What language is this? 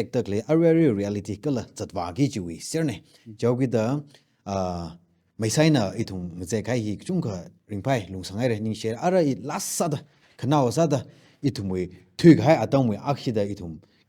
Tangkhul Naga (India)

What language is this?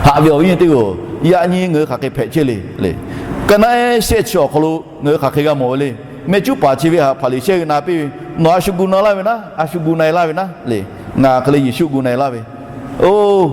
Lahu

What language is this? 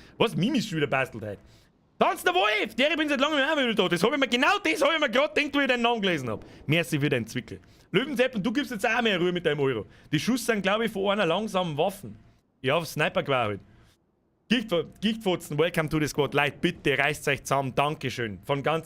Bavarian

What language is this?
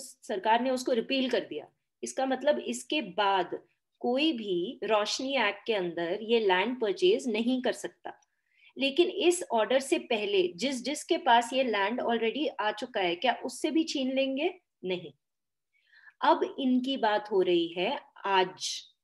Hindi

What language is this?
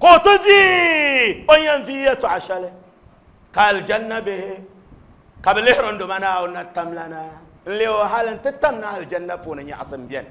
Dagbani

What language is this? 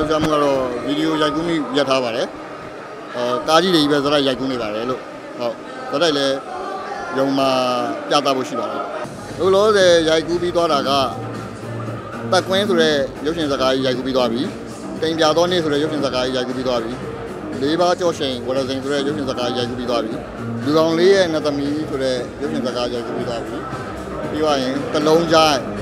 Burmese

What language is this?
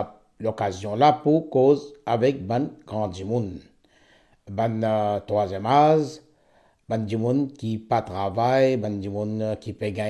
Morisyen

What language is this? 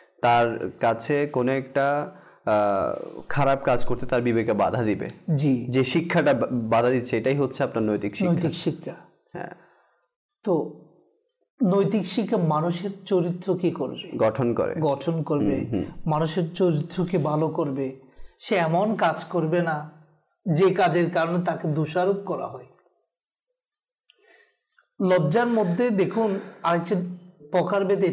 Bangla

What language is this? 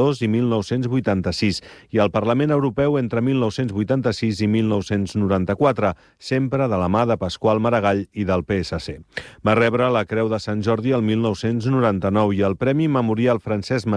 Catalan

